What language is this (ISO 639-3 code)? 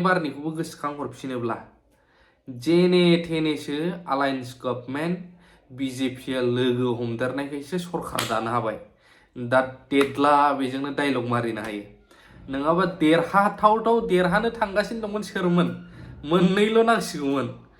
brx